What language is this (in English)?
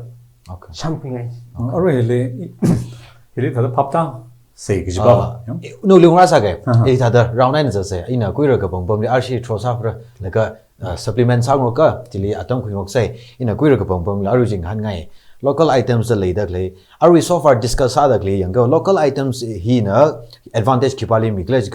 Tangkhul Naga (India)